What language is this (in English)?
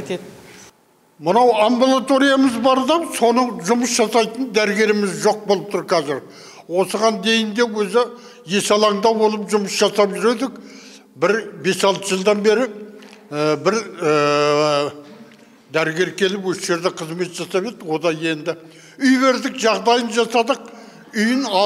Kazakh